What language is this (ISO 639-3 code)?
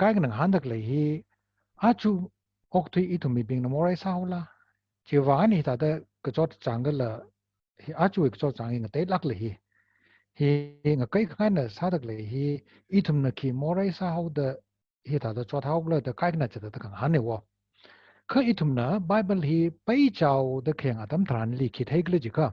nmf